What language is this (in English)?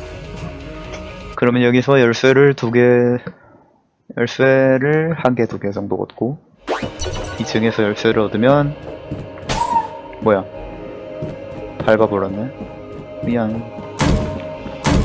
Korean